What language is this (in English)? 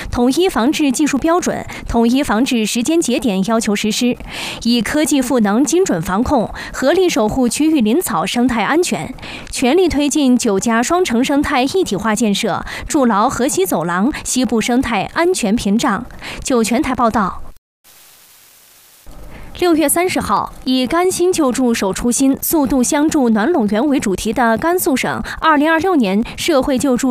Chinese